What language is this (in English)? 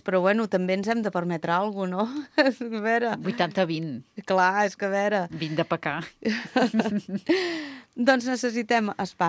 Catalan